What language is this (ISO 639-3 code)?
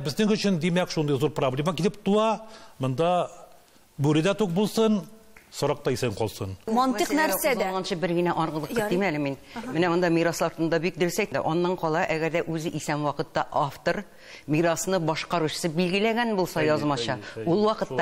tat